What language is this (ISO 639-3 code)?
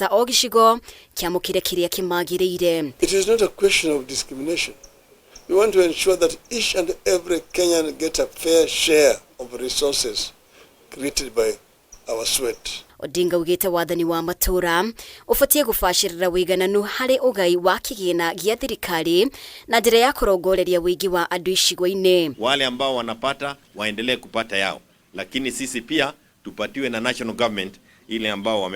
kik